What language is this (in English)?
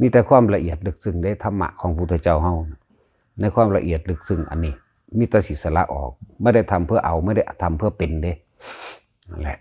Lao